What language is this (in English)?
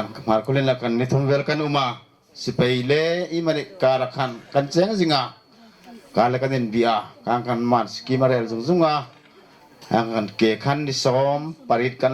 Hmar